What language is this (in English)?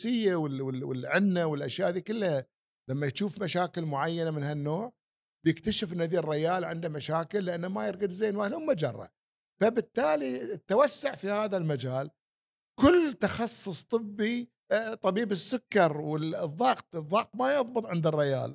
Gulf Arabic